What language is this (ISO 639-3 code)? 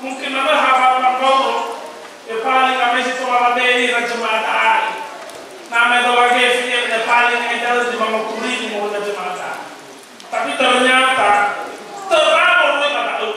nia